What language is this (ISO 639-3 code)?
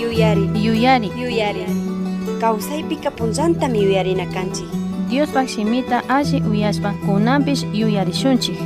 qug